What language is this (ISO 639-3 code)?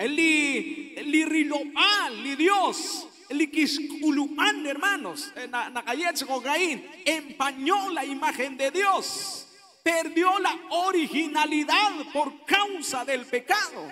kek